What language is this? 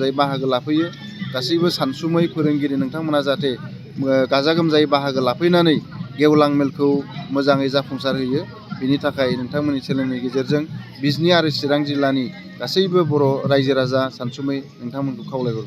Bodo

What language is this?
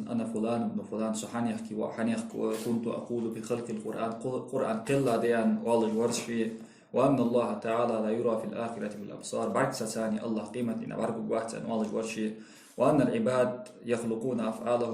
Ingush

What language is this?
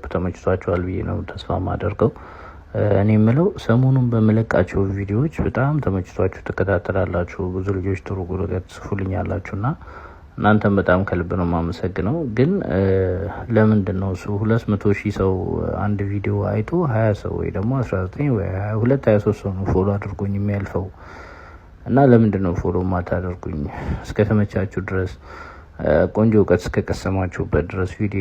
Amharic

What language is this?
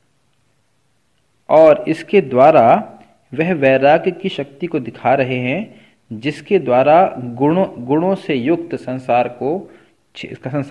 Hindi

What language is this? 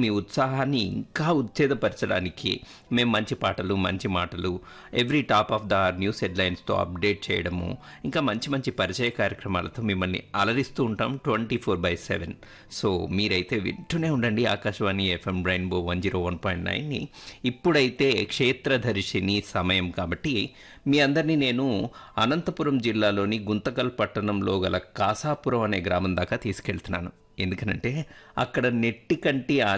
Telugu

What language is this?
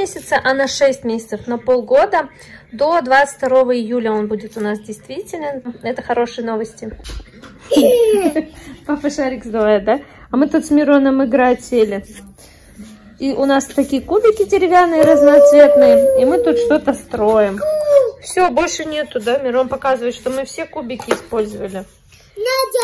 Russian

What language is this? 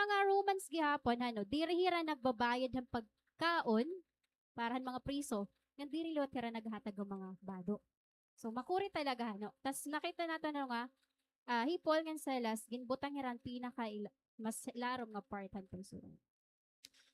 Waray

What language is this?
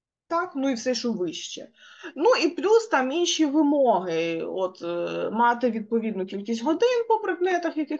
Ukrainian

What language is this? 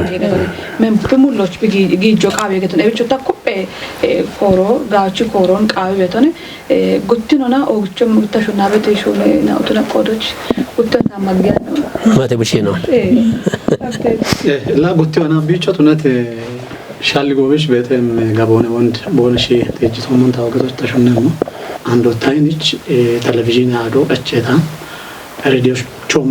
Kafa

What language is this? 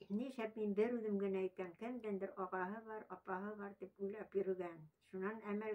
Bashkir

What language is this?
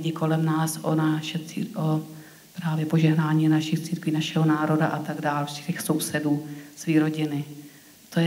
Czech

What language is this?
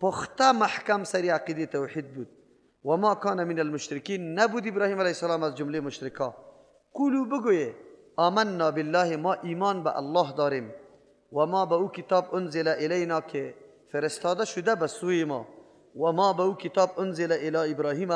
Persian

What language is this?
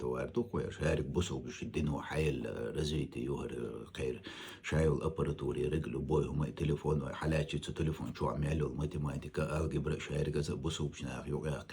Chechen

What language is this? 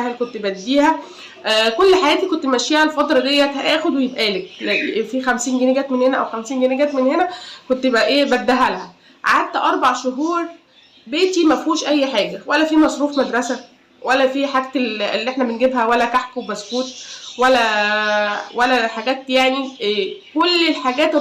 Egyptian Arabic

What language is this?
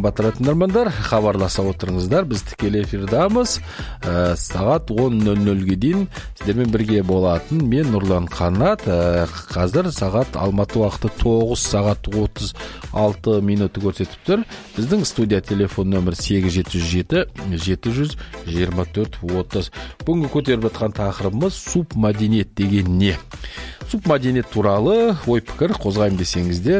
Kazakh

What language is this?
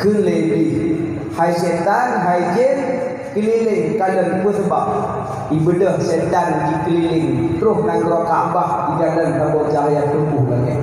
Achinese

